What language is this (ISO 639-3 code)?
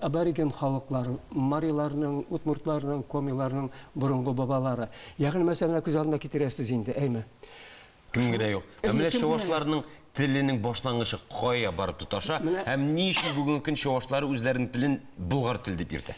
tat